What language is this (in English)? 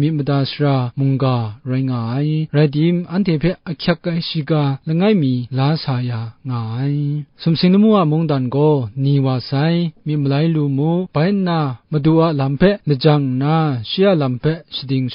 Kachin